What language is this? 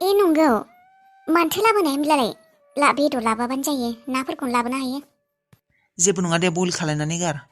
Bodo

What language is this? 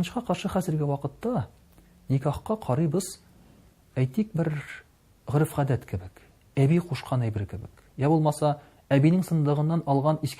Tatar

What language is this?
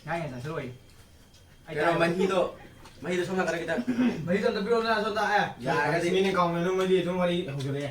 Manipuri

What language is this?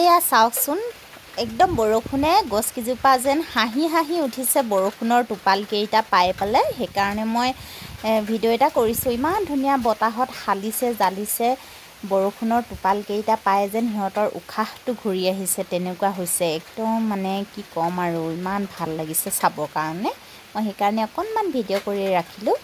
Assamese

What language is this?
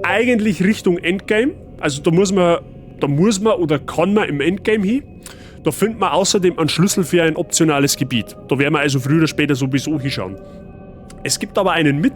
Bavarian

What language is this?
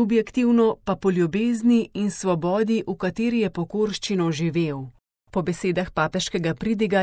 Slovenian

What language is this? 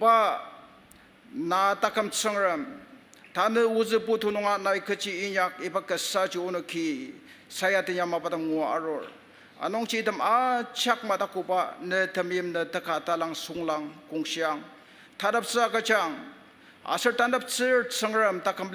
Ao Naga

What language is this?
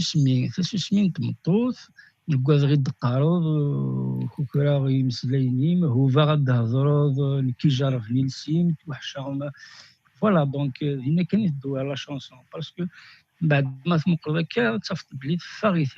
Kabyle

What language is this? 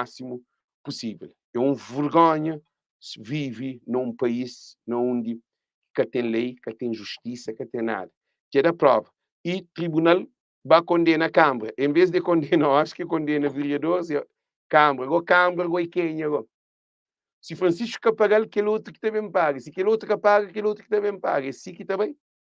Kabuverdianu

